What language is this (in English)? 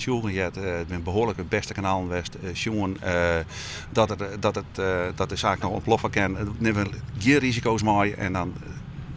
Western Frisian